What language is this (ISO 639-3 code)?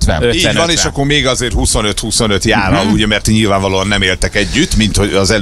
hun